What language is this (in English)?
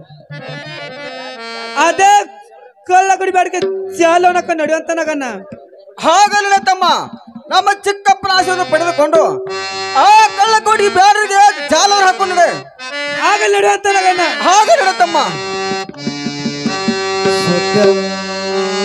Kannada